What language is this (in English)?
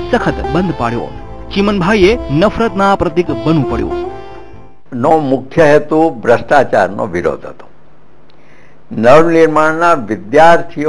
Gujarati